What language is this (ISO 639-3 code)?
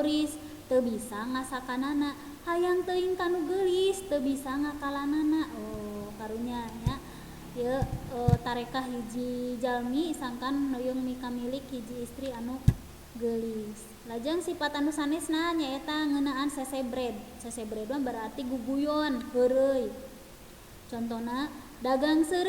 sun